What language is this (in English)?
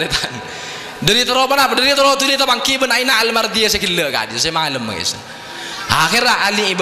Madurese